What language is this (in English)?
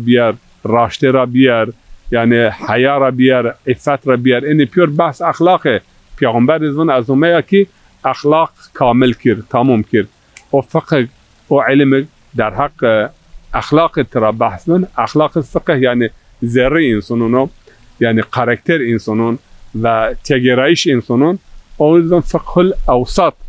Zaza